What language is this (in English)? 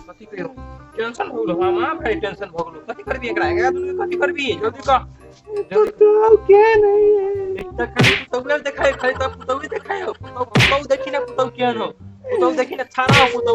Maithili